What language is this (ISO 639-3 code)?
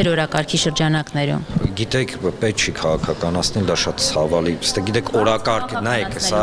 hye